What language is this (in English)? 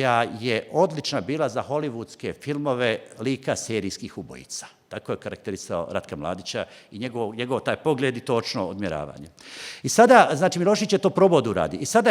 Bosnian